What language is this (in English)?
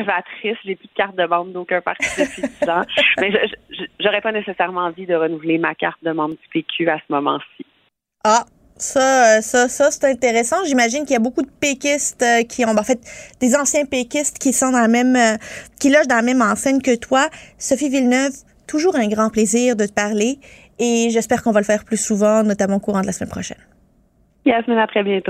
French